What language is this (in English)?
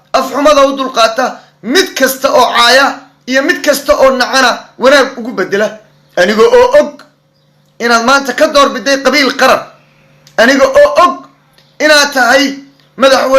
Somali